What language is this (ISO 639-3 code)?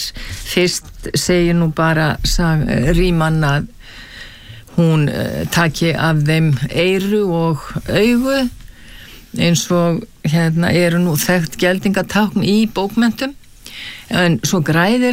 isl